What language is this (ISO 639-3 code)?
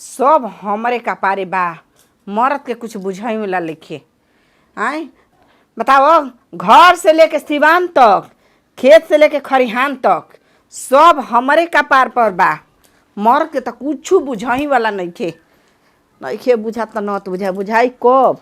bho